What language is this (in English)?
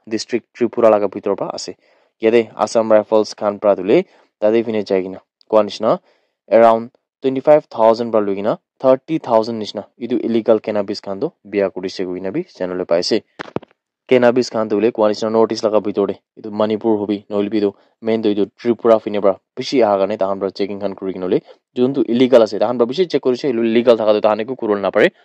Naga Pidgin